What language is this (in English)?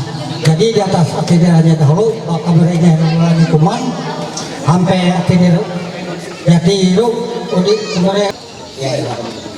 Ma'anyan